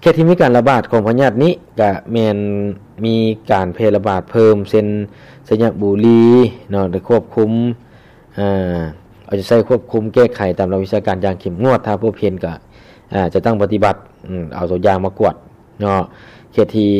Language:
Lao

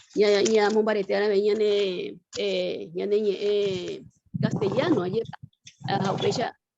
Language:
Guarani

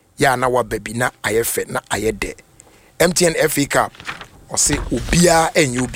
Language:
Akan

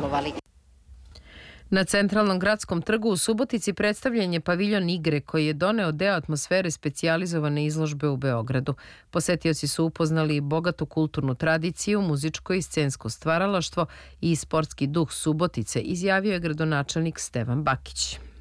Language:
Serbian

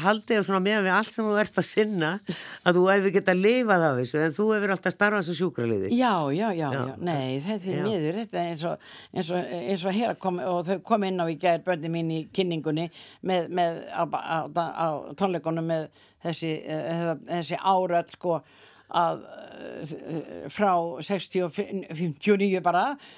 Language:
Icelandic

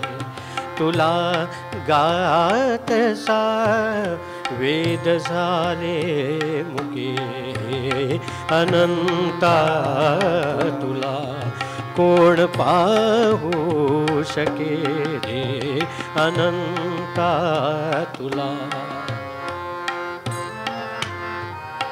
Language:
Marathi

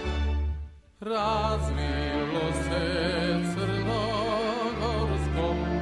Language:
Serbian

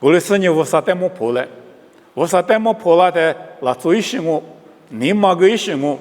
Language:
Lisu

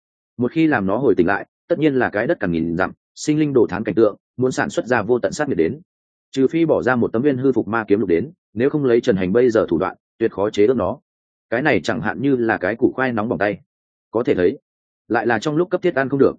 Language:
Vietnamese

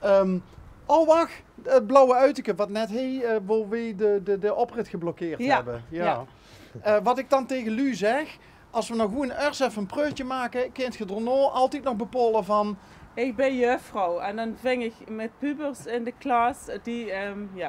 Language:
Limburgish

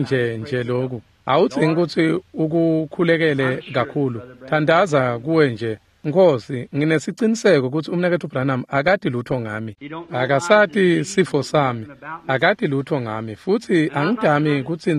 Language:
Swati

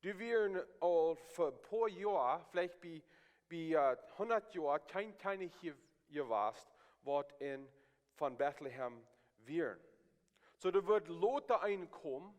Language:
Plautdietsch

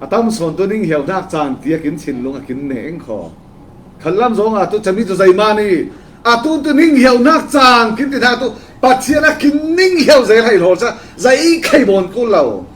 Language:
Falam Chin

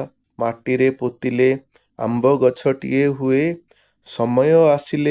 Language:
Odia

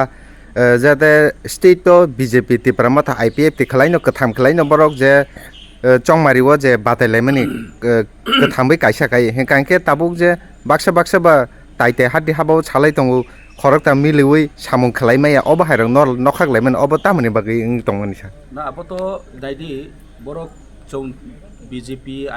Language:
Kok Borok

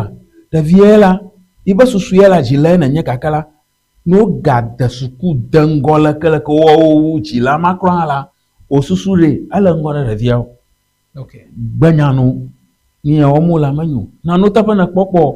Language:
Ewe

